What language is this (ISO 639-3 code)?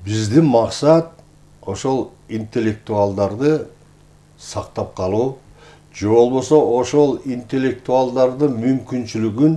kir